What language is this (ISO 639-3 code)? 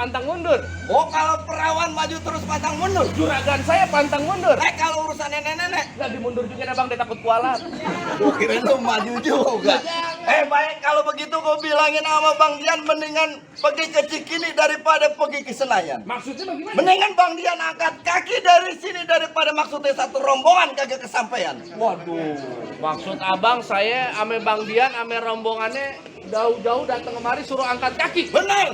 bew